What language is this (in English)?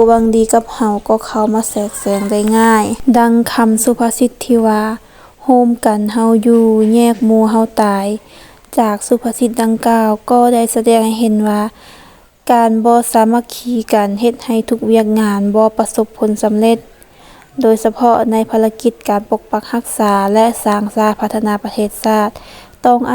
Lao